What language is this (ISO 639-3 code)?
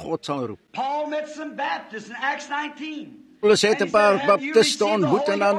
afr